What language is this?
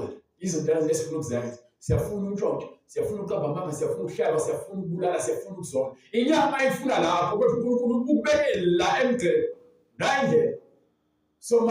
Zulu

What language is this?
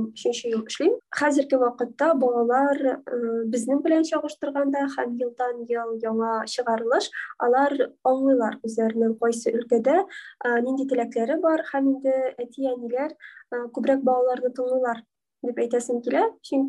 Tatar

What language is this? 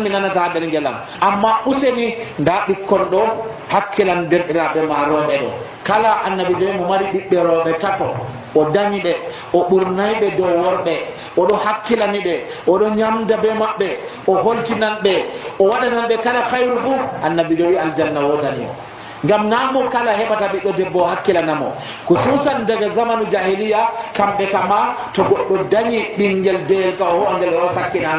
Nigerian Fulfulde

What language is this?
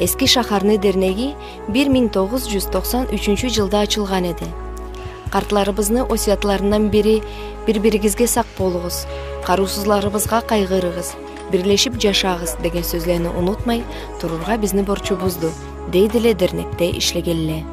Karachay-Balkar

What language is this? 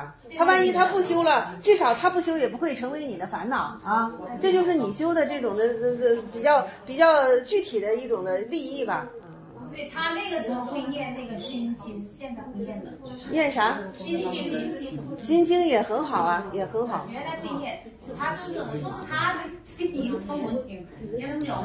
Chinese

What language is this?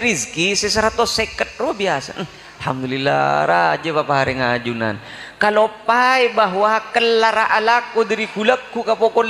Madurese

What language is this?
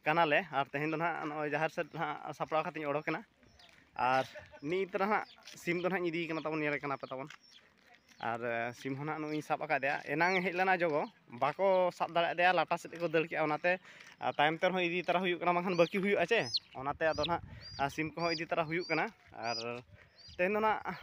Santali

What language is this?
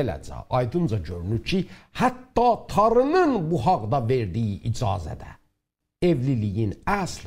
South Azerbaijani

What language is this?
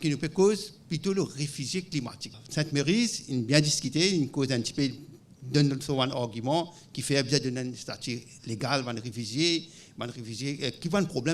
Morisyen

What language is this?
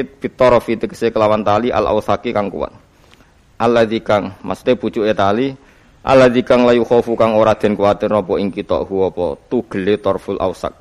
Javanese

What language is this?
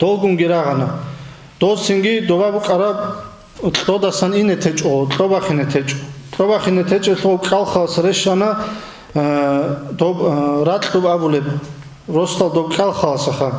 Avaric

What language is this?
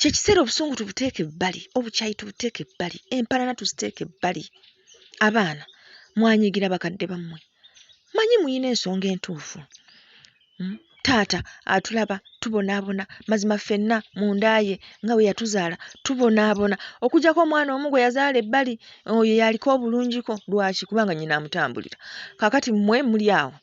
Ganda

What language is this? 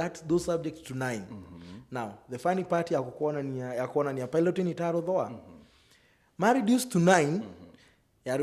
Meru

